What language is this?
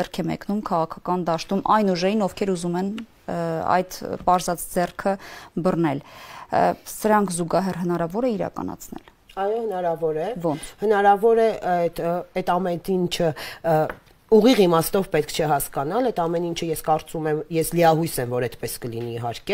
Armenian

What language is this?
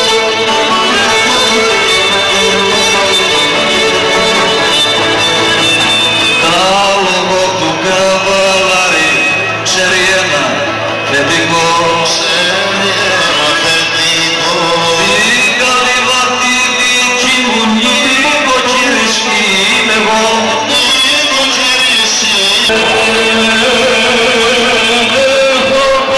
Greek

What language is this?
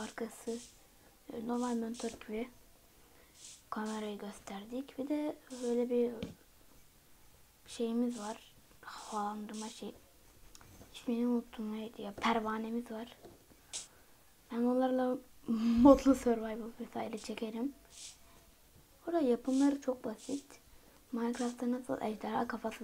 Turkish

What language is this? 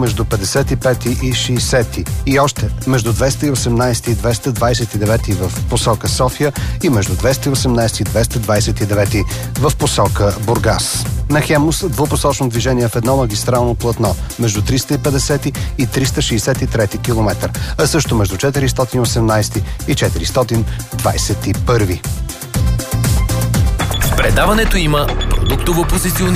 Bulgarian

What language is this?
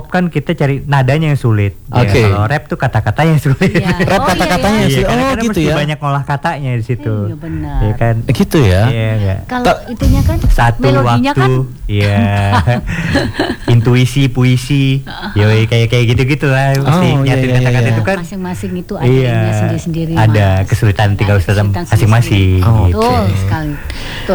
Indonesian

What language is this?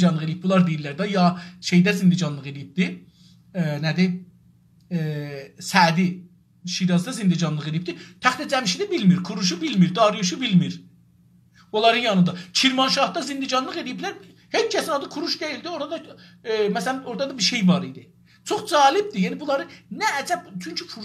South Azerbaijani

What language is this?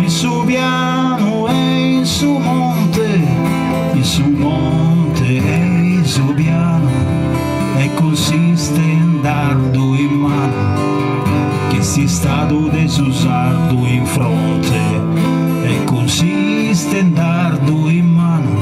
Sardinian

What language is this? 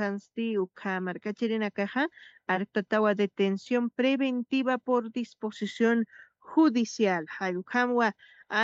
Aymara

